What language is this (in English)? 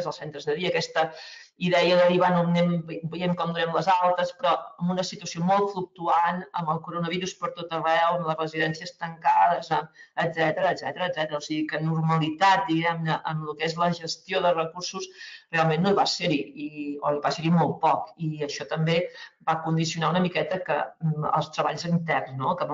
Catalan